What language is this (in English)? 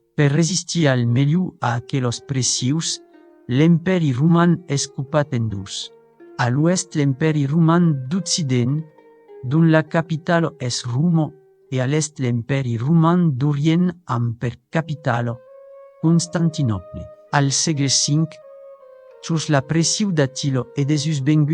Occitan